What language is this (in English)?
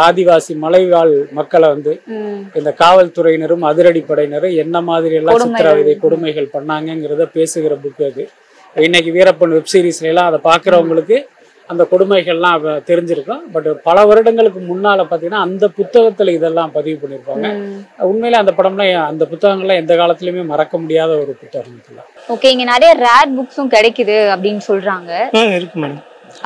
Tamil